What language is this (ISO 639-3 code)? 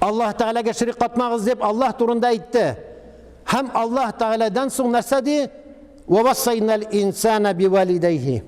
tat